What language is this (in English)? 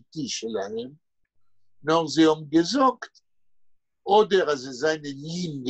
Yiddish